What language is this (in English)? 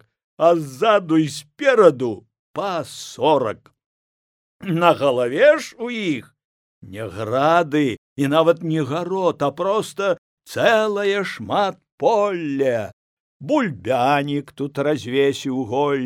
Belarusian